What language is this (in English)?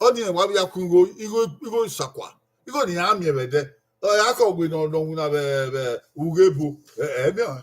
Bini